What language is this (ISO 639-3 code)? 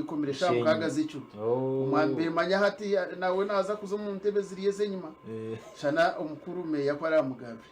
nyn